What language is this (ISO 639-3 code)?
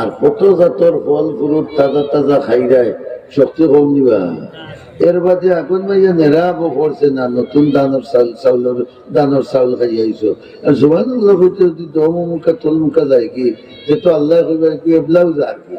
syl